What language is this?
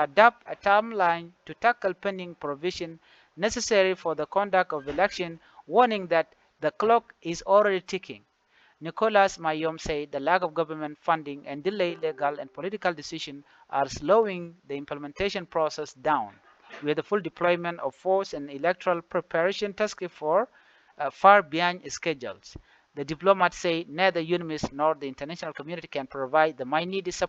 Nuer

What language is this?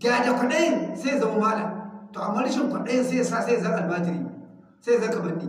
Hausa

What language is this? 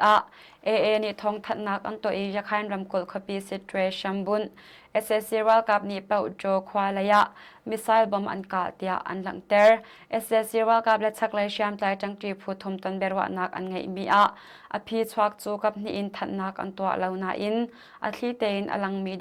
Hakha Chin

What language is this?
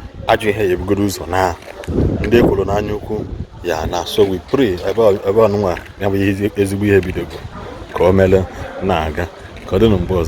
Igbo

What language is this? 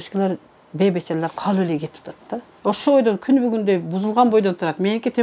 Kyrgyz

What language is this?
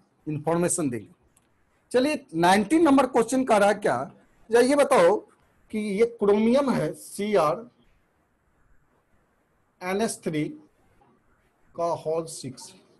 Hindi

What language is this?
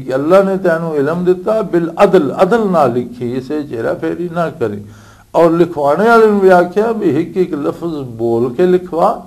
Western Panjabi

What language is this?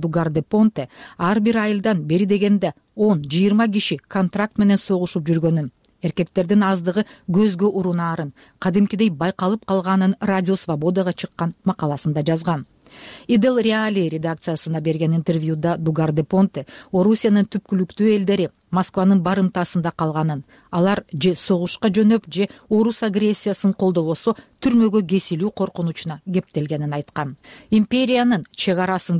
Kyrgyz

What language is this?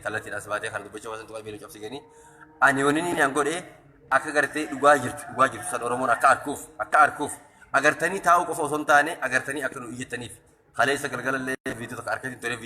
Oromo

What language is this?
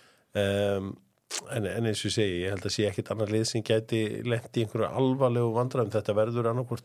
Icelandic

